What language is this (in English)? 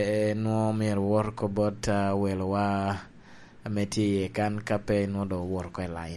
Lango (Uganda)